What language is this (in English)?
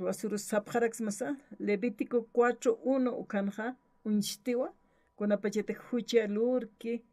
Aymara